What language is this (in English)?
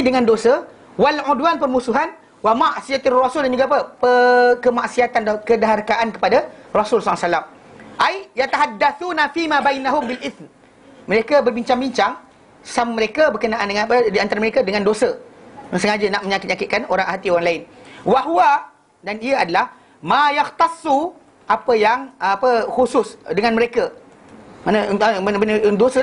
Malay